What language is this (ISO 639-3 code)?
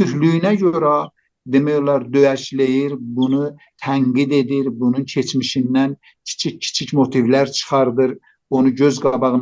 azb